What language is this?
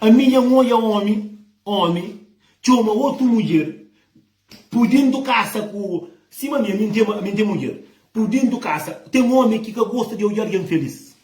Kabuverdianu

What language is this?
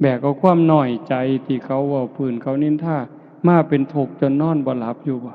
Northeastern Thai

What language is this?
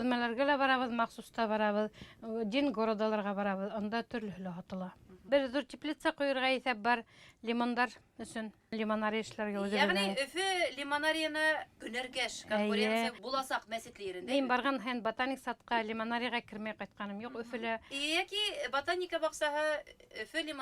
Bashkir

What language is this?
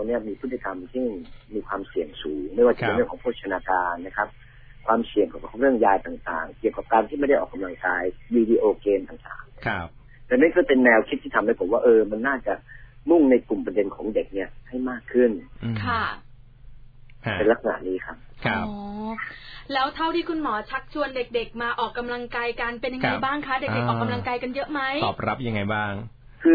Thai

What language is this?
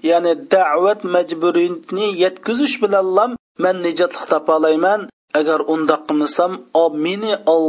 Uyghur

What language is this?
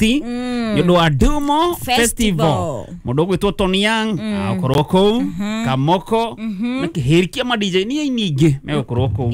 Kikuyu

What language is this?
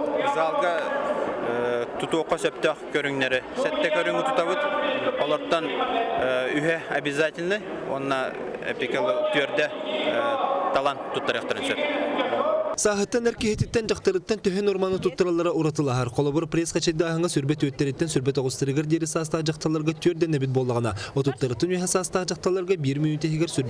Yakut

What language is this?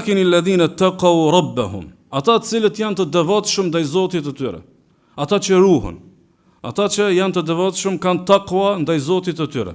Albanian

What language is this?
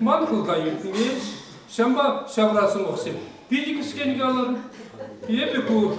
Chuvash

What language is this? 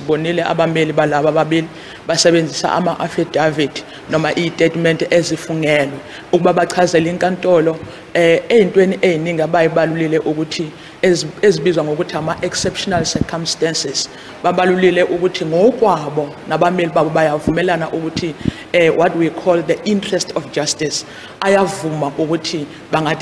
Zulu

